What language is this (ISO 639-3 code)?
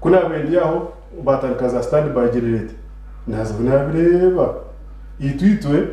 nyn